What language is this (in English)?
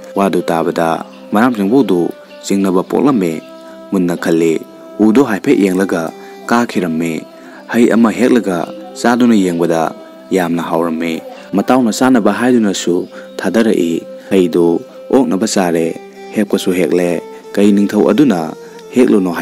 Manipuri